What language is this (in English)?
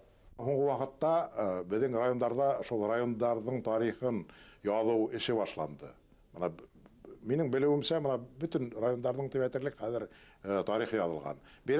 Bashkir